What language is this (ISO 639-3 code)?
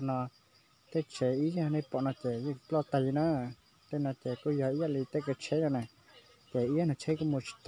hmn